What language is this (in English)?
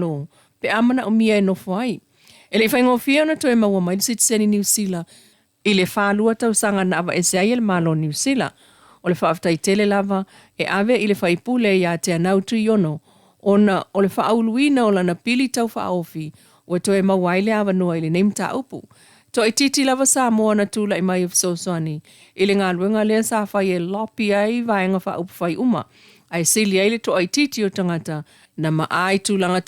Samoan